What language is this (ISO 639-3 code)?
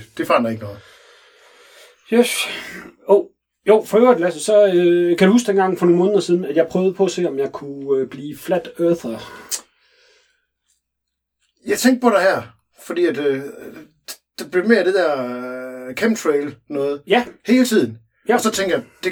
dan